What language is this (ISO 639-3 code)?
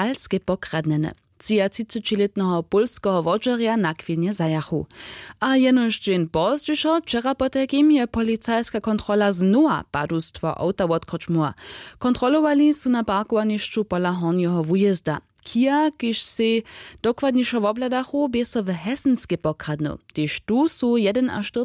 hsb